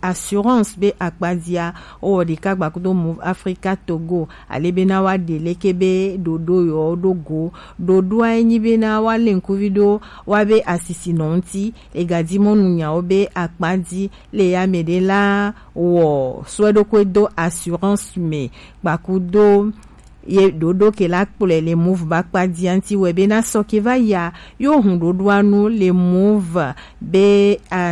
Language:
Gen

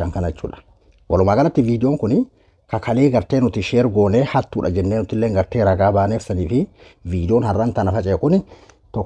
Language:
Oromo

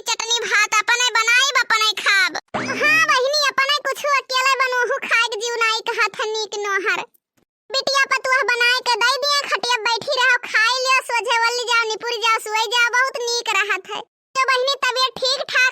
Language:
Awadhi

